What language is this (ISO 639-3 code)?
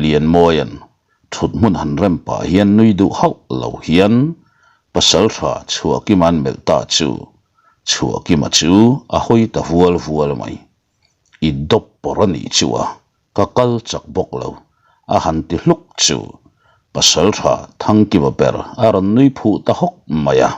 lus